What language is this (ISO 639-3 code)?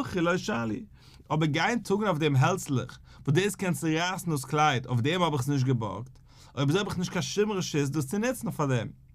yid